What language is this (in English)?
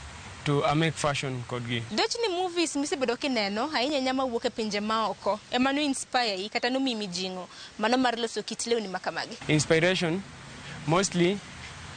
Luo (Kenya and Tanzania)